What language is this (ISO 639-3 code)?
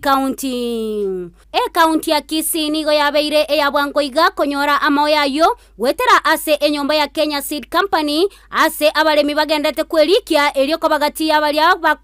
guz